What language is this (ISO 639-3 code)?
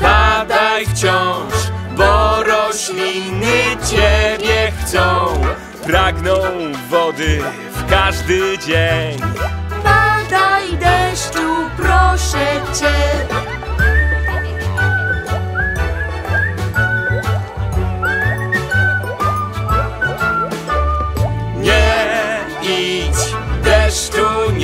pol